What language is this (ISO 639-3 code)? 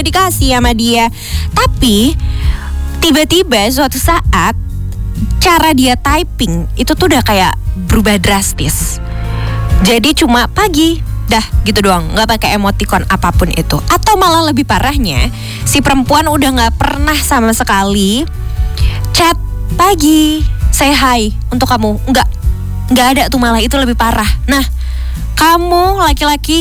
ind